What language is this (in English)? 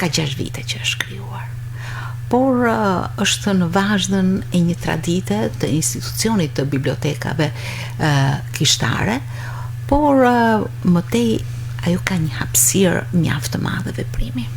Albanian